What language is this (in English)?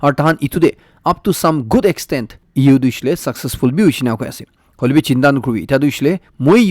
Naga Pidgin